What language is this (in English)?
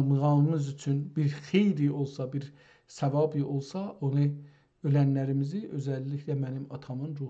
South Azerbaijani